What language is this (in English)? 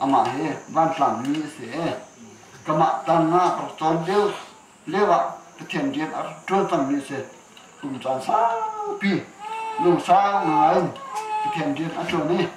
Hakha Chin